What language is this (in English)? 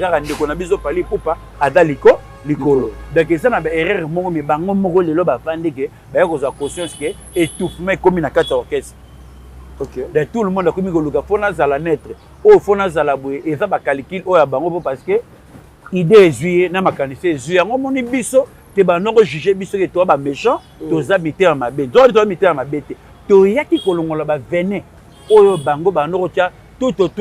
Lingala